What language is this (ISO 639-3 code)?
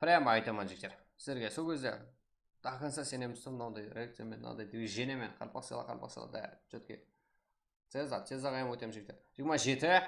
kaa